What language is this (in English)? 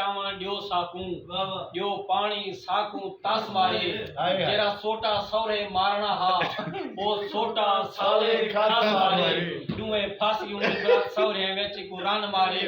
Saraiki